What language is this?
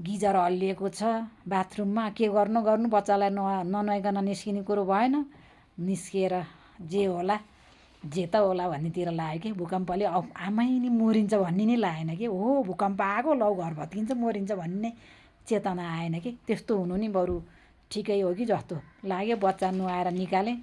Nepali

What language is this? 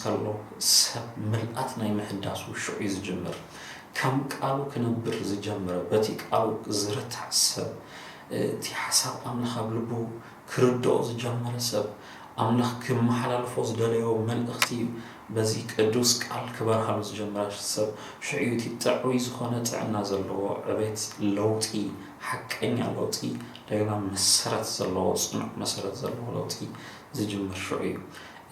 Tigrinya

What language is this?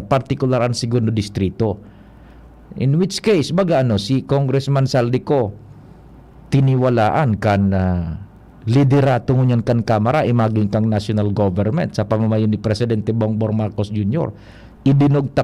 Bikol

